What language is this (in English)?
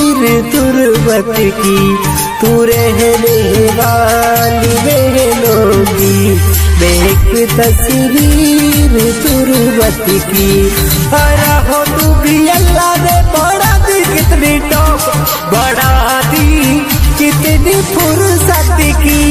Haryanvi